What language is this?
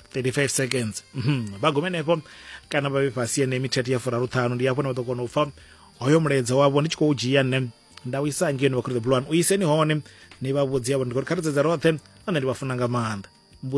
Venda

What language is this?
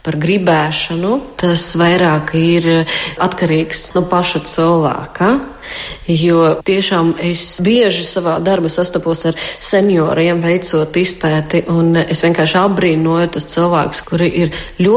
Latvian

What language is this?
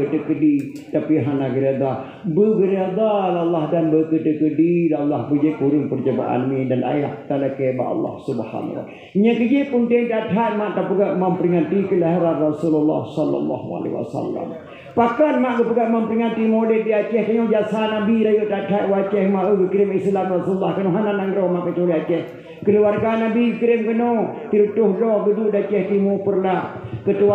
Achinese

